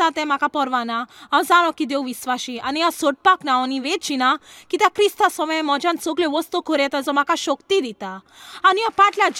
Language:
Konkani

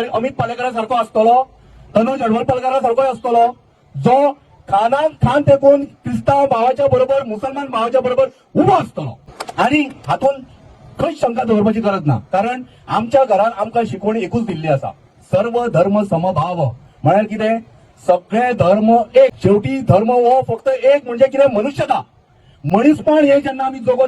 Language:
Konkani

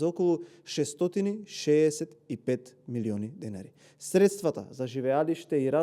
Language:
Macedonian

